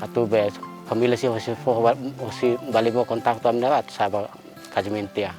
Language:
Tetum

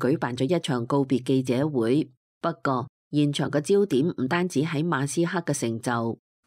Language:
Cantonese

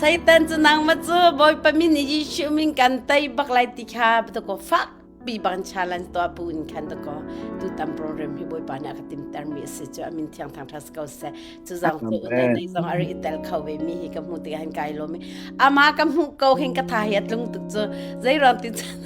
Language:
Hakha Chin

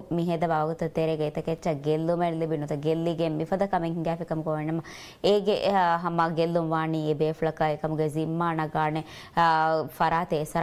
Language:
Divehi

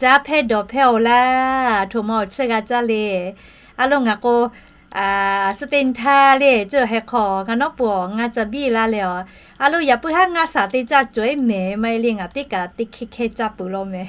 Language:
Lahu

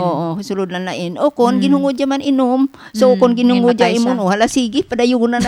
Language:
Hiligaynon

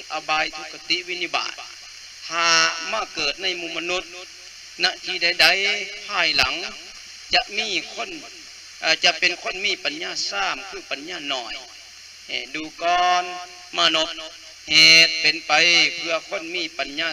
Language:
Lao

